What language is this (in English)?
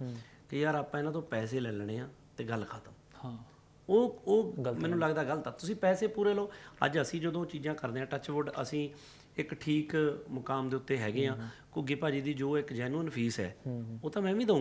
Punjabi